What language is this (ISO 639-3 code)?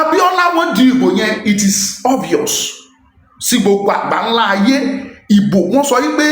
yor